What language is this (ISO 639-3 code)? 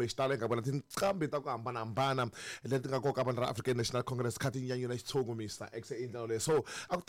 tso